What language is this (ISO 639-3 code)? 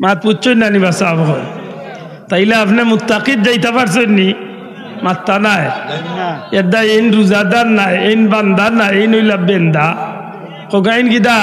syl